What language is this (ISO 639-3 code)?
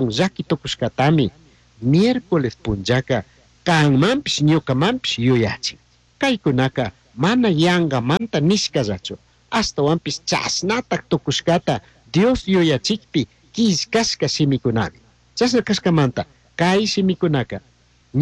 qug